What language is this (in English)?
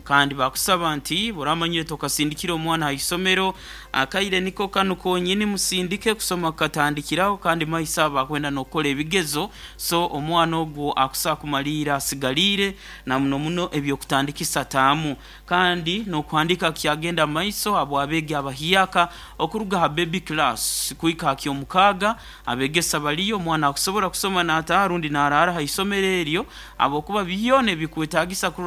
Nyoro